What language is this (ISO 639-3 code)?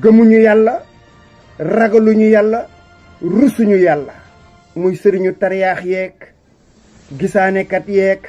wol